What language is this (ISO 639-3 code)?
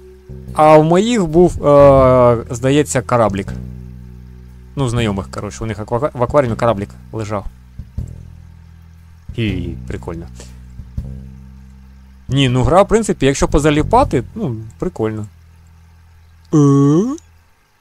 ukr